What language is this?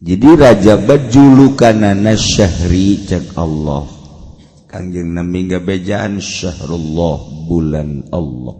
Sundanese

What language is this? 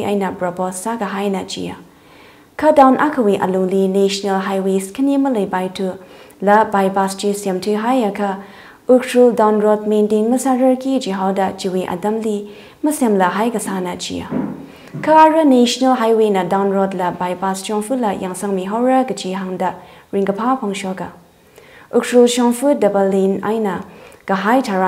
Tangkhul Naga (India)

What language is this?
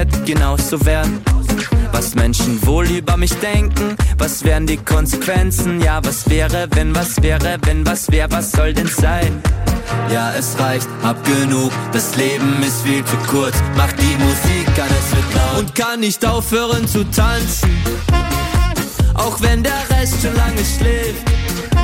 German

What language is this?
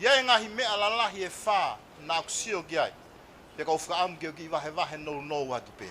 Tongan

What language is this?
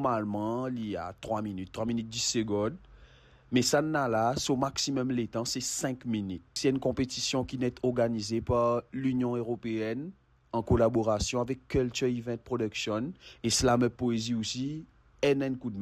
Morisyen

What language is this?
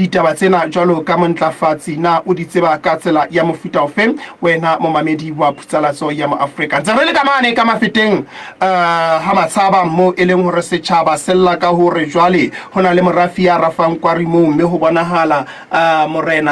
Southern Sotho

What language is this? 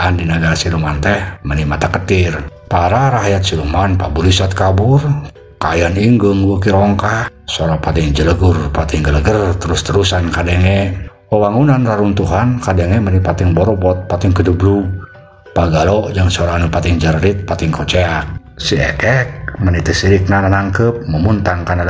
Sundanese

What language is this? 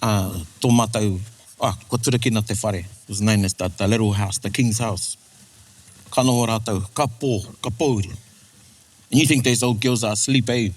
Māori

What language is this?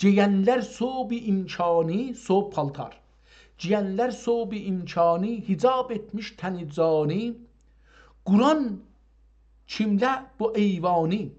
South Azerbaijani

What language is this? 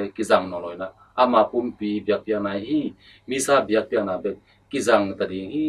Tedim Chin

